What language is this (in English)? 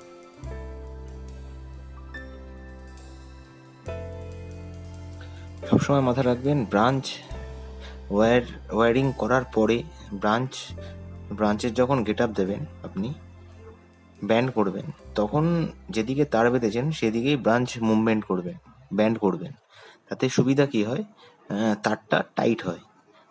Bangla